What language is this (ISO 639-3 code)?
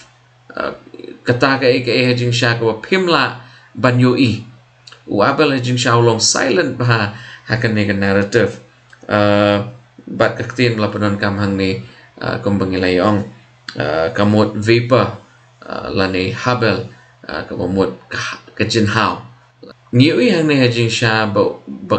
kha